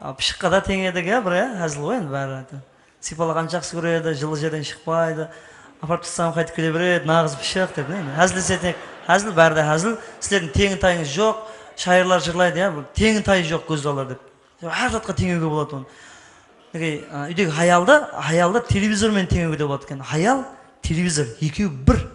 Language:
Kara-Kalpak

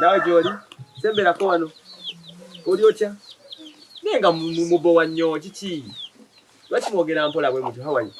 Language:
Ganda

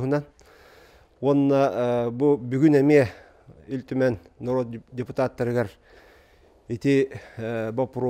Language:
Yakut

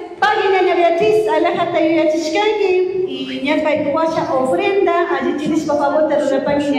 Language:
Chimborazo Highland Quichua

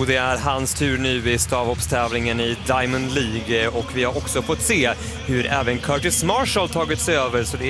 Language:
Swedish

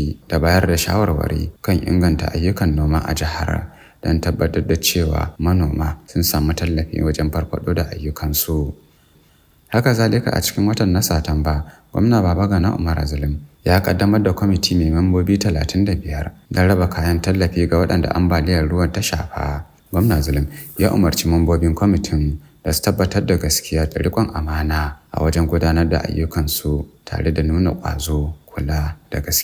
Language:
Hausa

